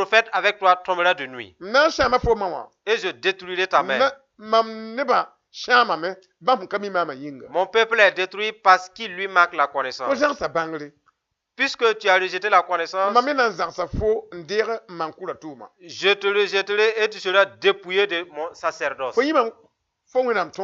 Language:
Mossi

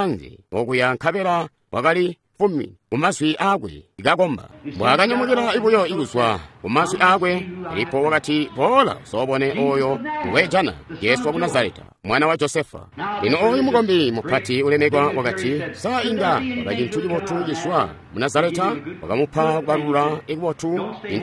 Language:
Tonga (Zambia)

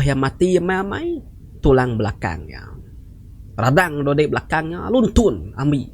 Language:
Iban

